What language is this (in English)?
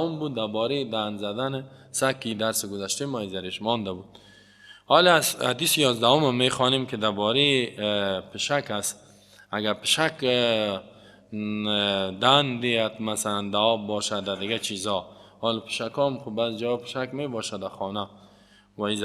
Persian